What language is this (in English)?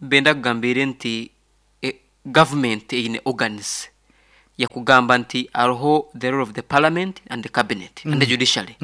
Nyankole